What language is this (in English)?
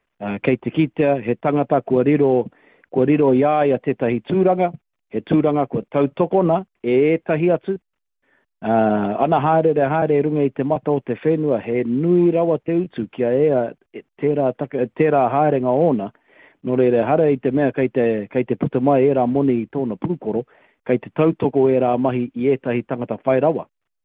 Māori